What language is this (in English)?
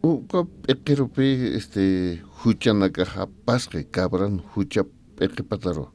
Aymara